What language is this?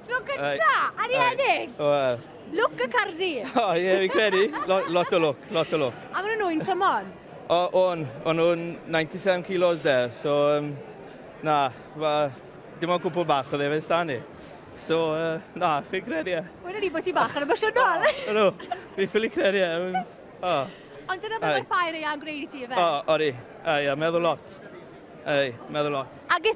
Welsh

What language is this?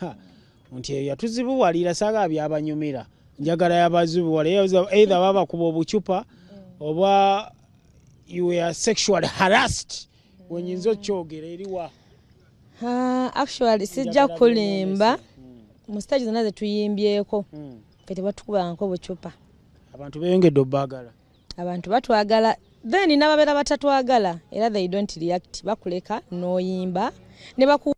Ganda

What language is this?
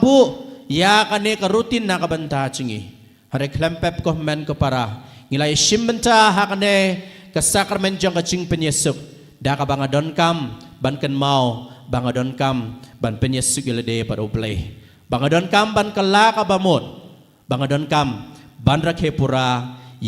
Khasi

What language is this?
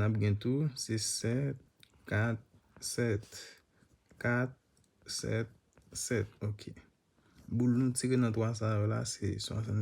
Haitian Creole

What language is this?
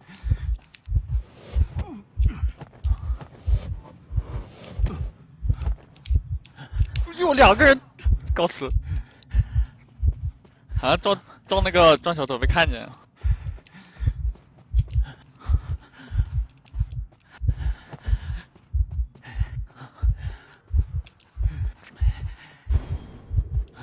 Chinese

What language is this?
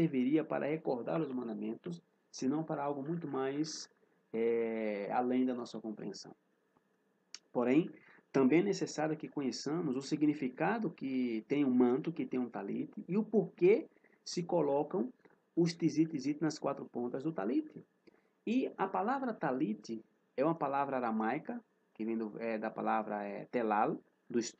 Portuguese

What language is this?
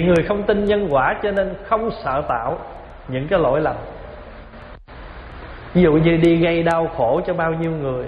Vietnamese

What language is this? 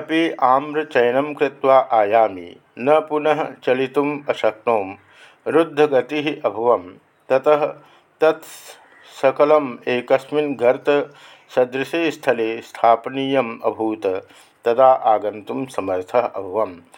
Sanskrit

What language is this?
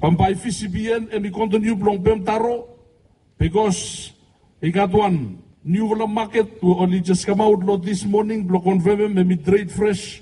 Bislama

